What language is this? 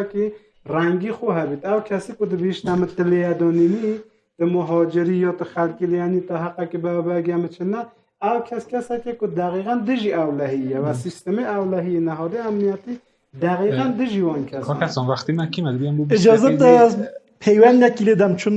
Kurdish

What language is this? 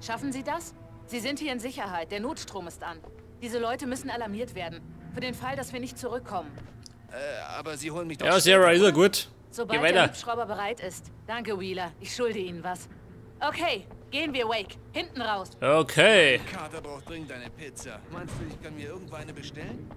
Bavarian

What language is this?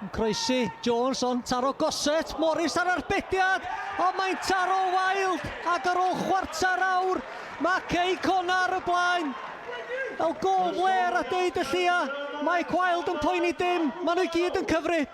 Welsh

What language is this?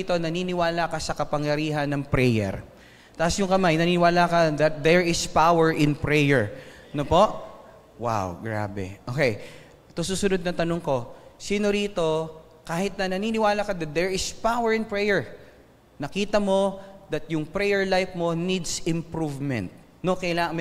Filipino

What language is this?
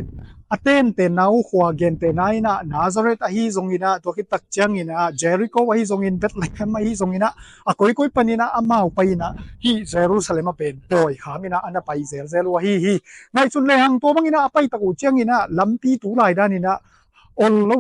Tedim Chin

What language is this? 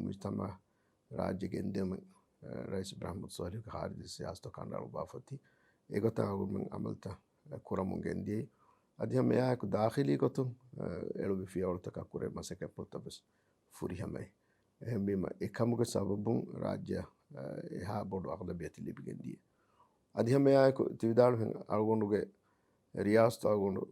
Divehi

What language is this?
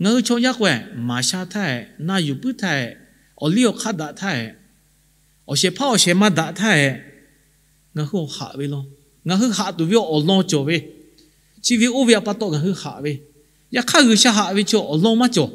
Lahu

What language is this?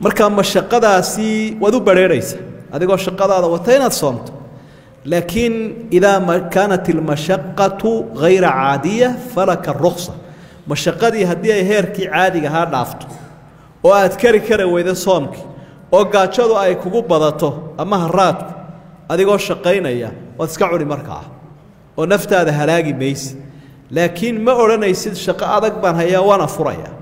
Somali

